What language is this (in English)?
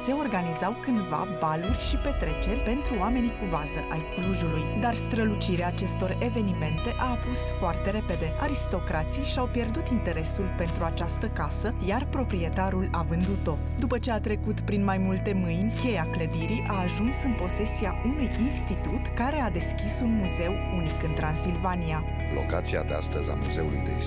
Romanian